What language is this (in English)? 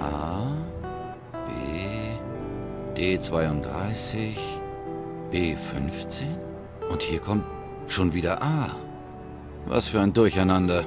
Bavarian